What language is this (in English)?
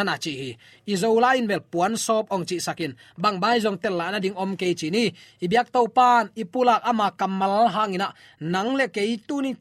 Tedim Chin